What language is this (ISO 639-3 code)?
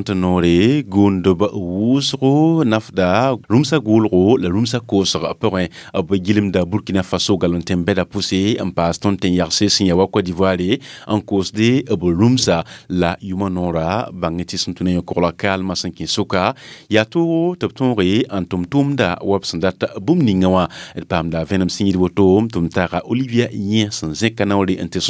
mos